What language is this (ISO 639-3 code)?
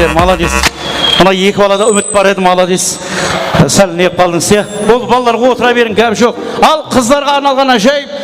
kaa